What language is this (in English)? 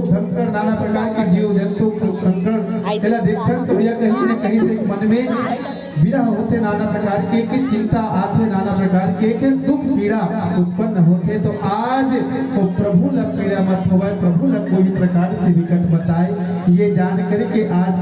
Chhattisgarhi